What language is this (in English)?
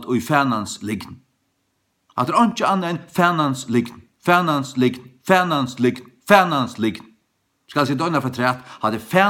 Faroese